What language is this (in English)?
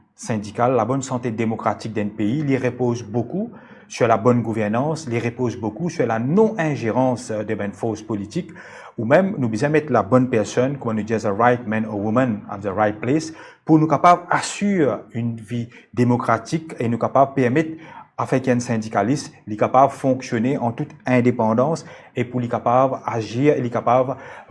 Morisyen